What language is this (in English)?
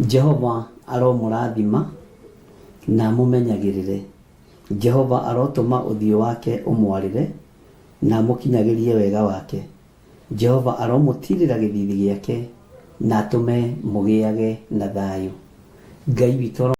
Kikuyu